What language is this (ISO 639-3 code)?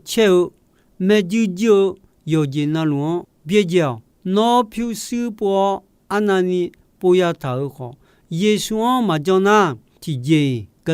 ahk